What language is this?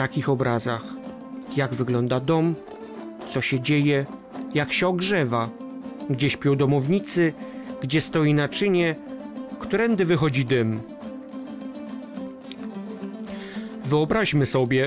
Polish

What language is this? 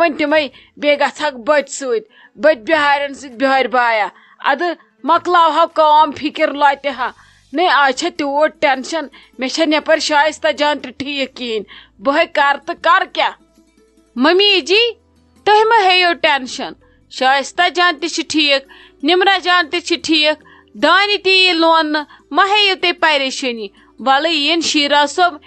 Kashmiri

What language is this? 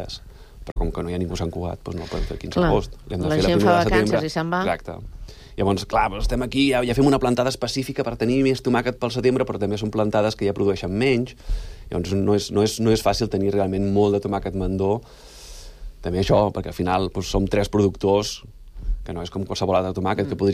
Catalan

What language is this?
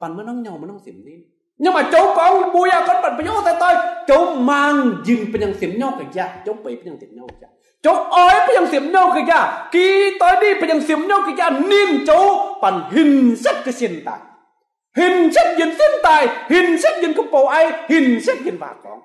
Kim Mun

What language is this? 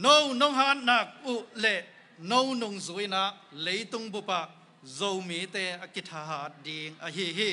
Tedim Chin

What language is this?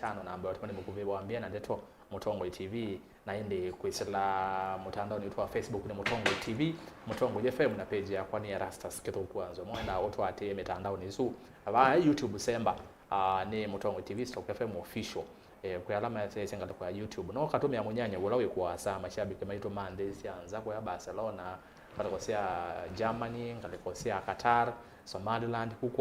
Kamba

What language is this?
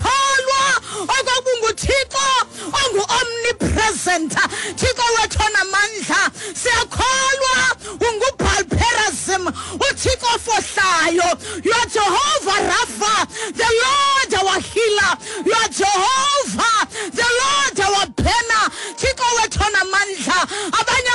Xhosa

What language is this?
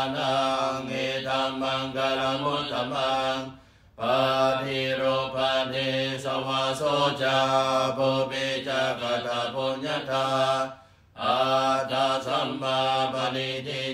Pali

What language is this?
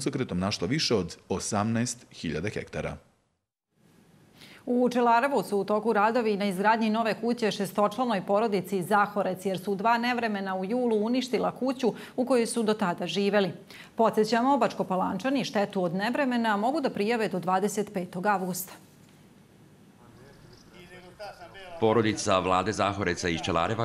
Serbian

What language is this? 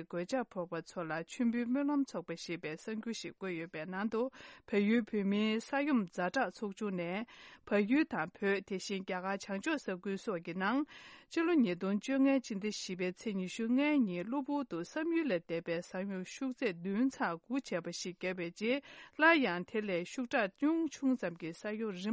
Tibetan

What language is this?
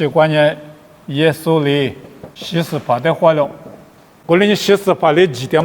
Lisu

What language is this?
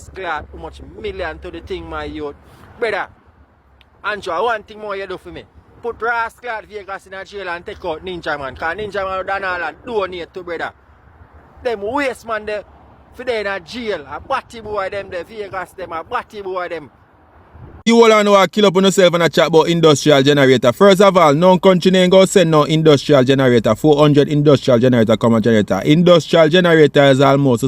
Jamaican Creole English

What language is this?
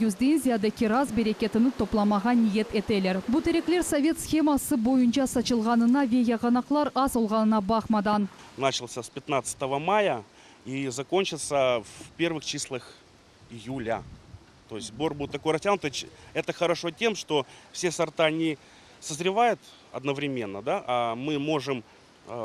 Crimean Tatar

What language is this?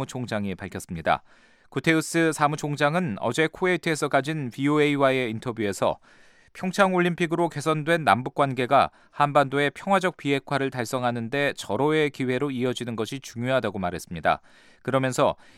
Korean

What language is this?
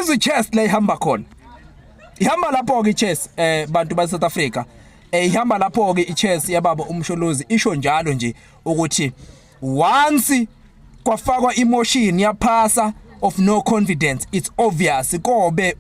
Zulu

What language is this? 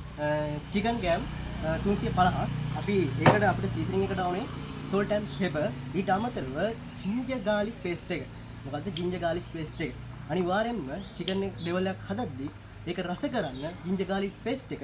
Sinhala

